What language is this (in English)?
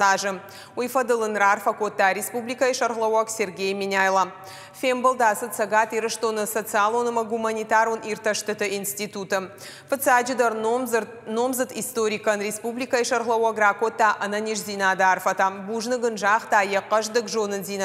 Ossetic